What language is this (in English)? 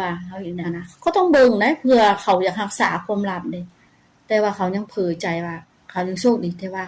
Lao